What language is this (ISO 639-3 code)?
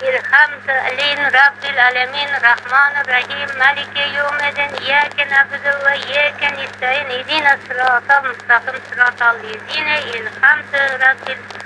crh